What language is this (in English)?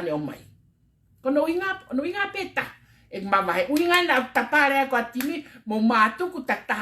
Tongan